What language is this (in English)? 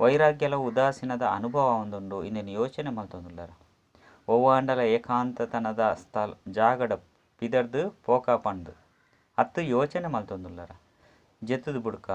Tulu